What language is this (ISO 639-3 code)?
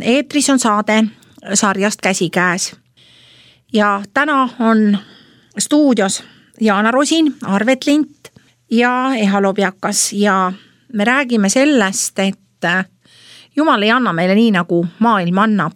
est